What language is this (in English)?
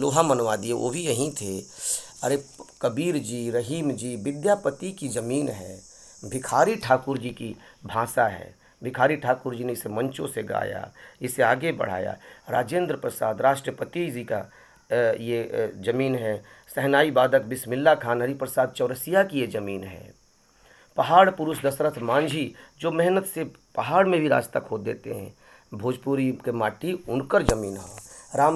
Bhojpuri